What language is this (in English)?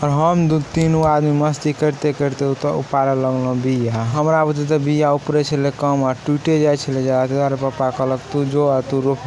Maithili